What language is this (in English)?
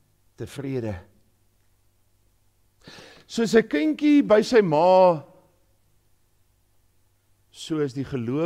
Afrikaans